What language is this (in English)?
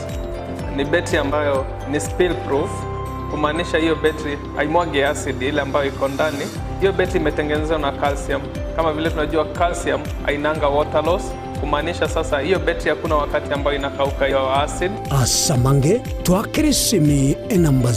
Gusii